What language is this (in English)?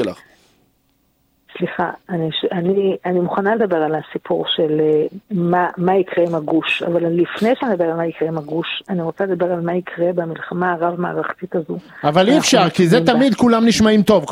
Hebrew